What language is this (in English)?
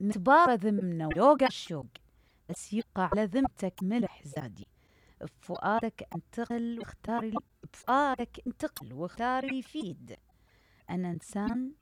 Mesopotamian Arabic